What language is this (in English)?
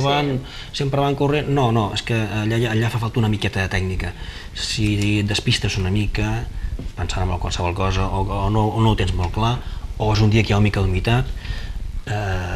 Catalan